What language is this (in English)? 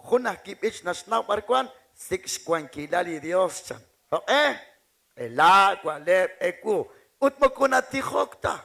Kekchí